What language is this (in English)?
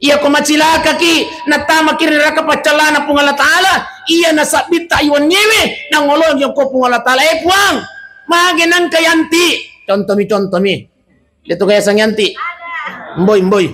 Buginese